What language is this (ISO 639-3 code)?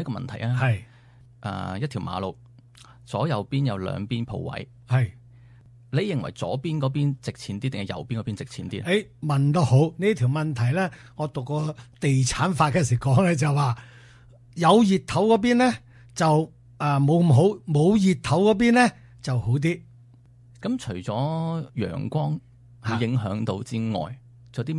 yue